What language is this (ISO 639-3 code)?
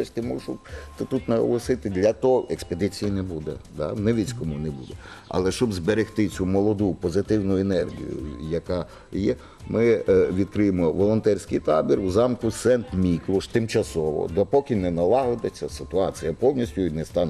ukr